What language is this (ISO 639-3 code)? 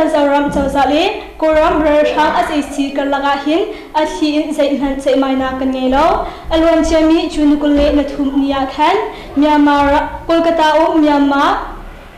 cnh